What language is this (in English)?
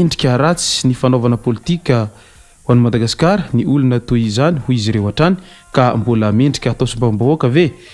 Malagasy